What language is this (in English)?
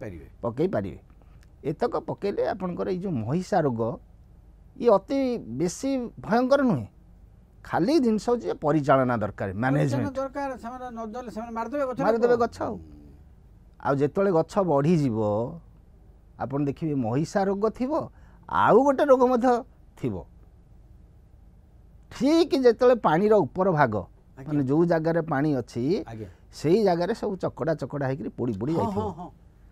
Odia